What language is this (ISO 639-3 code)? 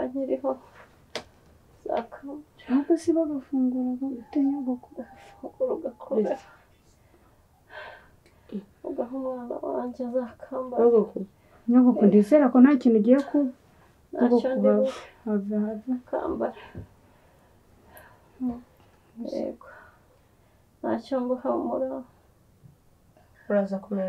kin